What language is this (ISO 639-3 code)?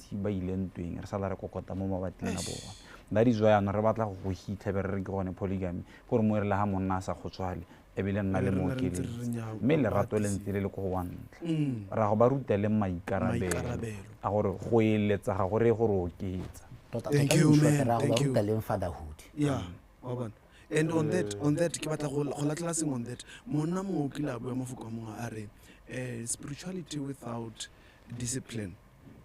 tsn